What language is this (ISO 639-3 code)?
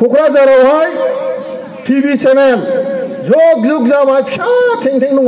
brx